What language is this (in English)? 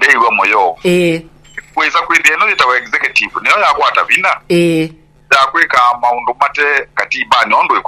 Kamba